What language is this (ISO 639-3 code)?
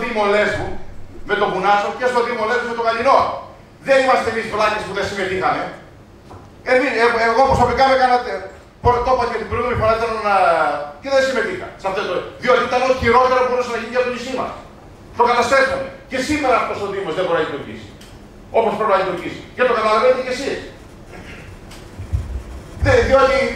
ell